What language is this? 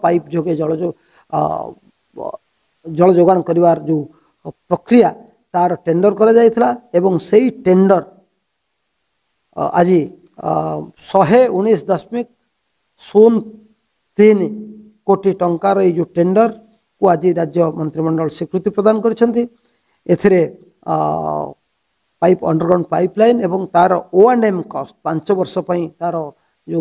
Odia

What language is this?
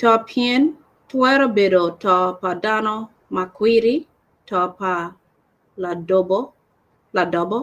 Acoli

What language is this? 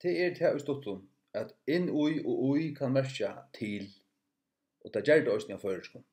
Faroese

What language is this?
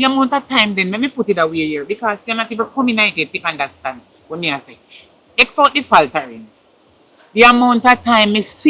Jamaican Creole English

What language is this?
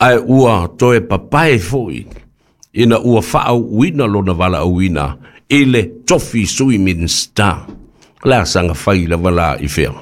Samoan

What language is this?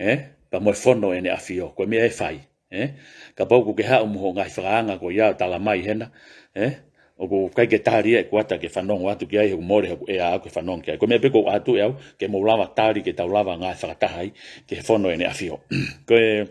Tongan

